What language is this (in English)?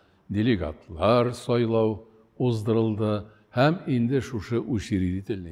Tatar